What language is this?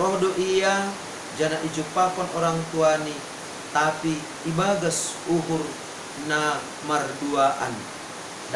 Batak Simalungun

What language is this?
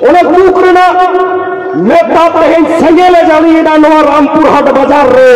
Santali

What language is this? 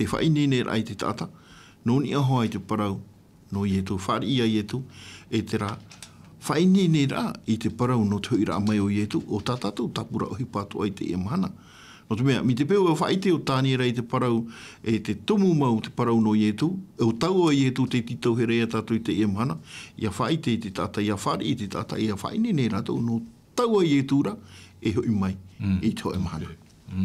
Tahitian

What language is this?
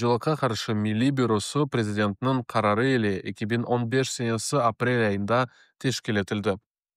Crimean Tatar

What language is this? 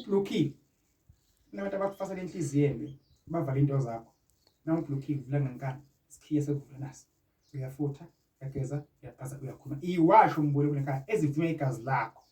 Zulu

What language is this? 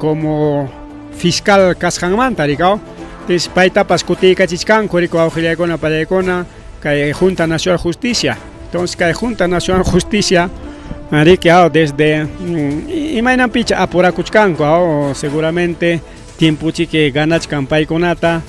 Ayacucho Quechua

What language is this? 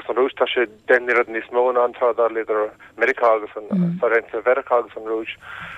Irish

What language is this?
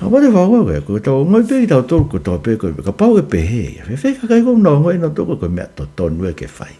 Tongan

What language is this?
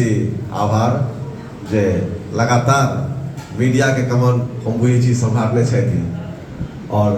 Maithili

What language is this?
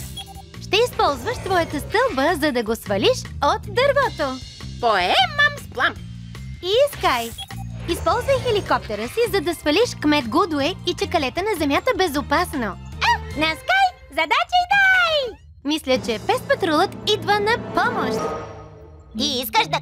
Bulgarian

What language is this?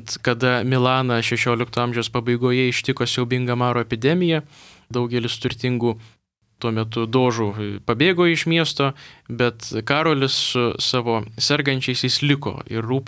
Lithuanian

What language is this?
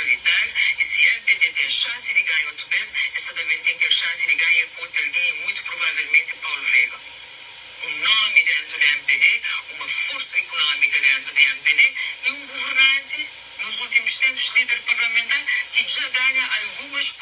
Kabuverdianu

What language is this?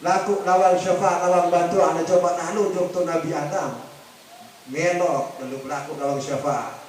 Sasak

